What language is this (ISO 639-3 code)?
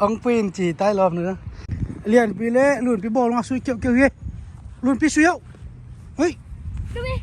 ctd